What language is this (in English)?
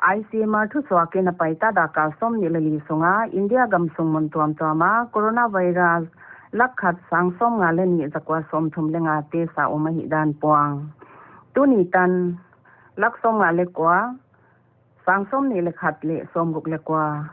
Paite Chin